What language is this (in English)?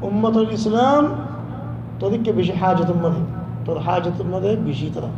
Rohingya